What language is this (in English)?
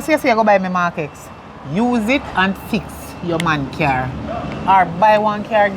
Jamaican Creole English